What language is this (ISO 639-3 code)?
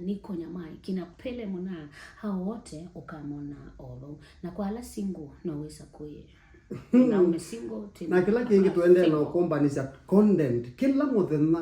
kam